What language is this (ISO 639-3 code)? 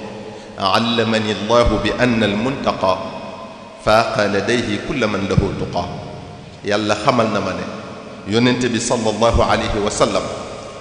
wol